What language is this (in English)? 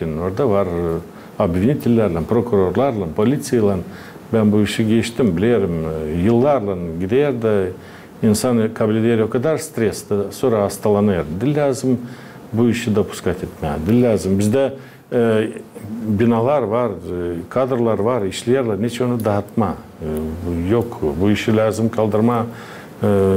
Gagauz